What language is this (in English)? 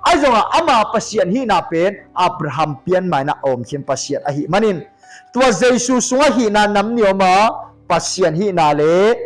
Tedim Chin